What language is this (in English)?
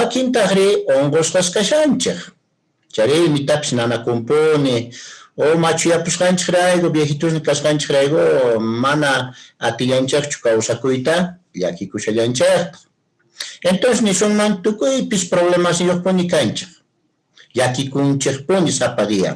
Quechua